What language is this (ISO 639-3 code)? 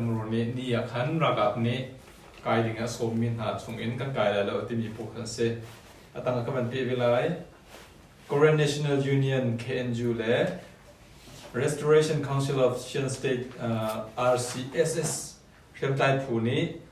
cnh